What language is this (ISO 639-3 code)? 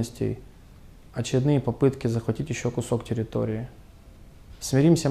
rus